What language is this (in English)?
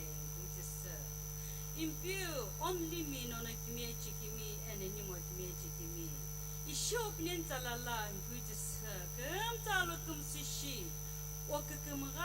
Sumi Naga